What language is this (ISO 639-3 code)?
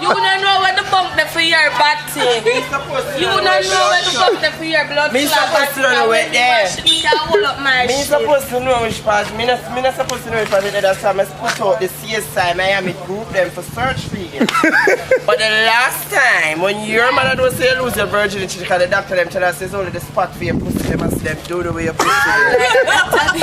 jam